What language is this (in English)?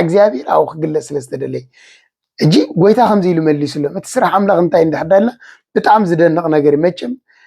Tigrinya